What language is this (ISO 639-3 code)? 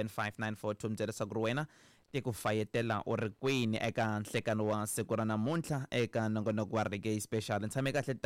tso